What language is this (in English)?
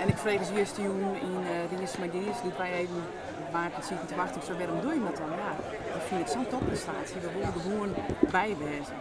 Western Frisian